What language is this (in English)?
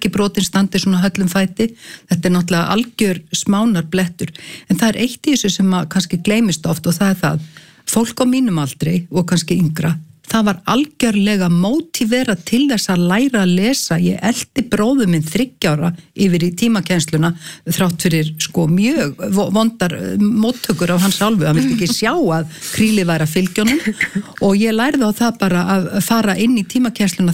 Icelandic